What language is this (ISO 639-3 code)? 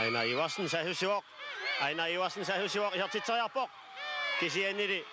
kal